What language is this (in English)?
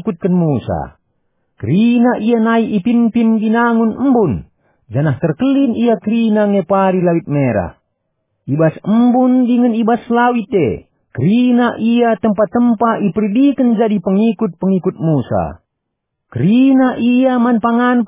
Batak Karo